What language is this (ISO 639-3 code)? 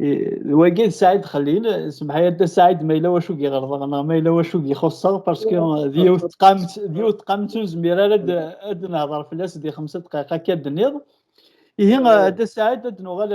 kab